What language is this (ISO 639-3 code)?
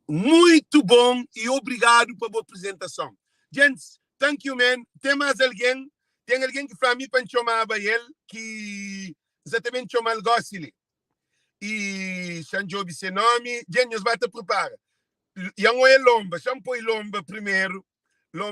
kea